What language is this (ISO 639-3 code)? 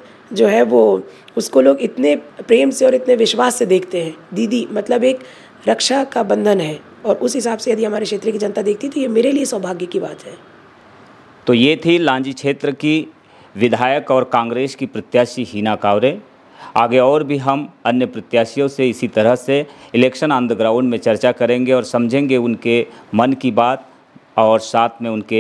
hin